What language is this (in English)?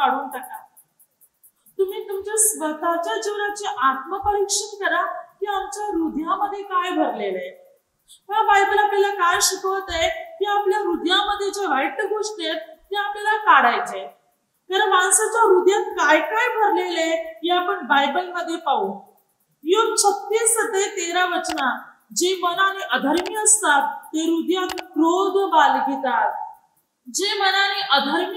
Marathi